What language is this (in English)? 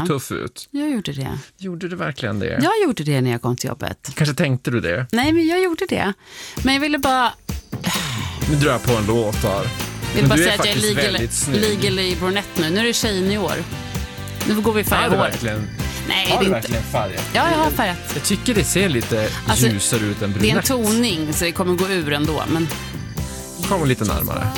Swedish